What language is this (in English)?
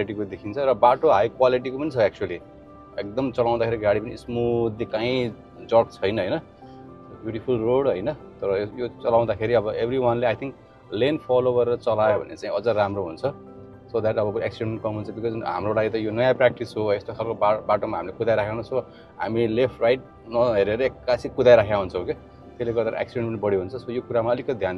Nepali